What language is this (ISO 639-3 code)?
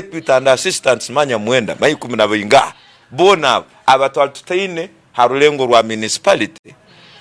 ttj